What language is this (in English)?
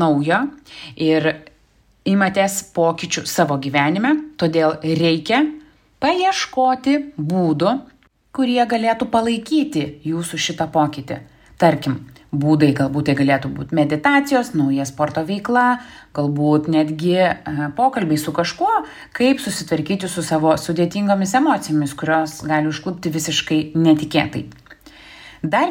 Lithuanian